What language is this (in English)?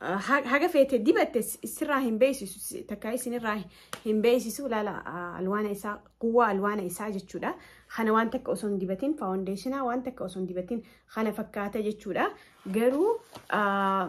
Oromo